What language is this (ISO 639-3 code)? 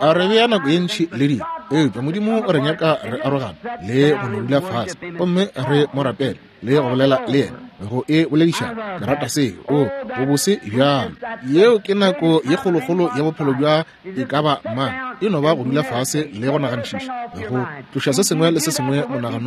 nso